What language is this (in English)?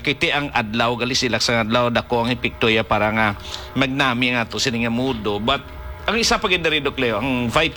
Hiligaynon